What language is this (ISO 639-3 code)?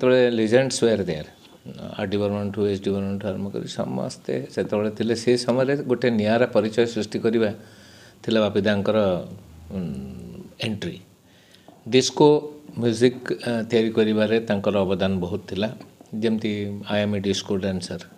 ori